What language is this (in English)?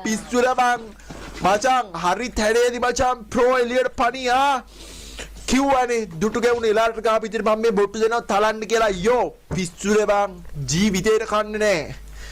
Sinhala